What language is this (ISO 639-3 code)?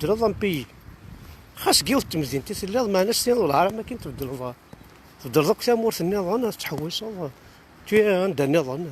kab